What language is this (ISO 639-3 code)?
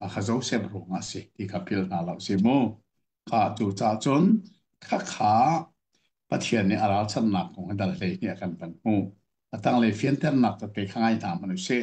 cnh